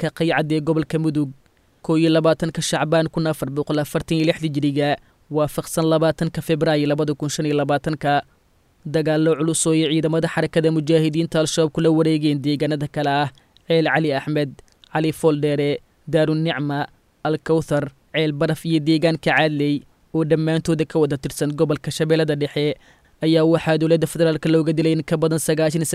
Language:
Somali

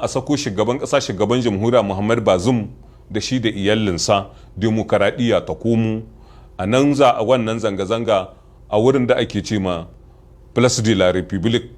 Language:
Hausa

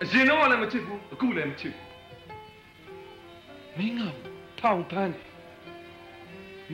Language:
Burmese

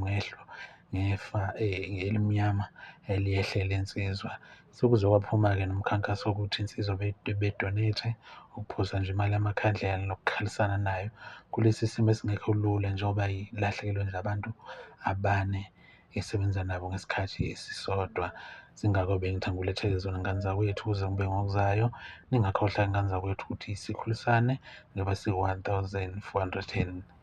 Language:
Zulu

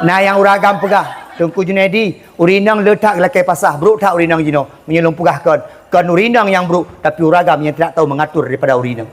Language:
Achinese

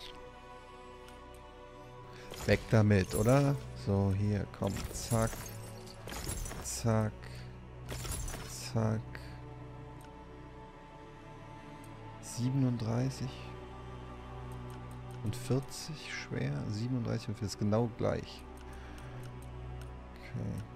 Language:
German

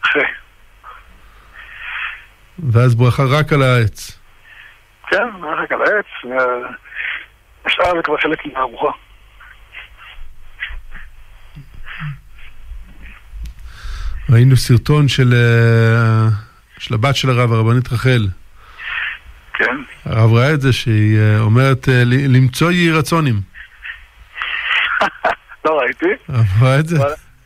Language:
Hebrew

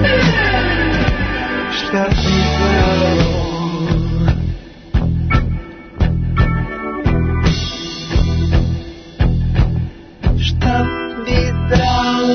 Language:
Serbian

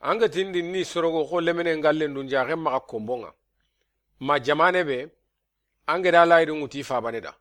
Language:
Soninke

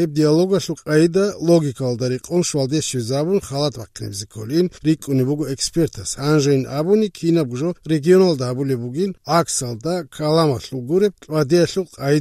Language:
Avaric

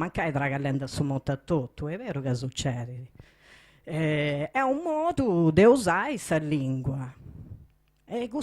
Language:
Sardinian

